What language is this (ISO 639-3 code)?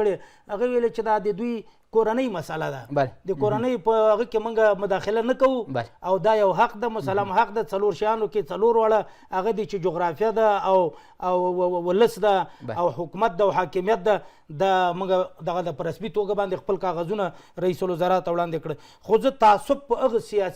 pus